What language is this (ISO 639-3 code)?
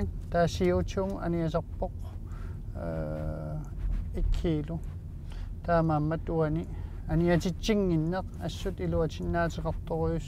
kal